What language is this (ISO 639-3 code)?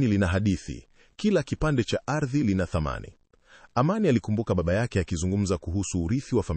swa